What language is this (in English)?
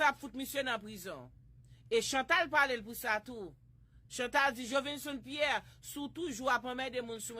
Haitian Creole